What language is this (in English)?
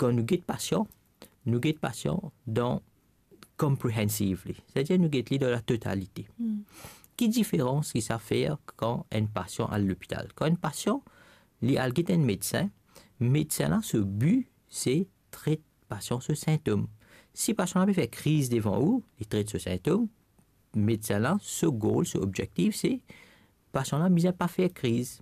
Morisyen